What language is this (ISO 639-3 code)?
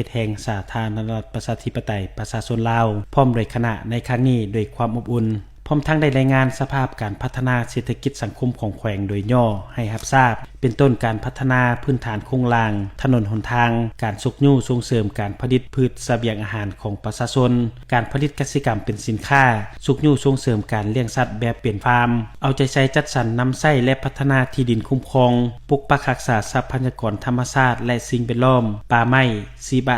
lao